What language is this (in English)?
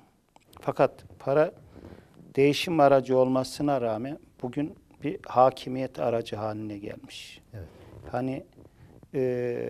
Turkish